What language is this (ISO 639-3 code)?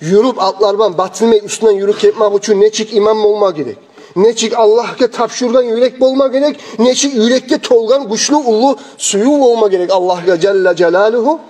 kum